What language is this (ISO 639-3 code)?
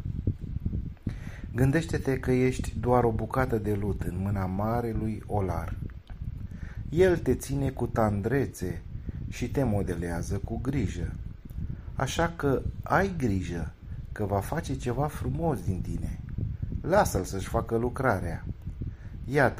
ron